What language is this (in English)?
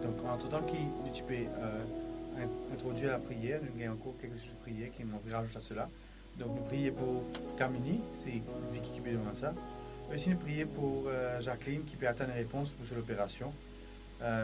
Morisyen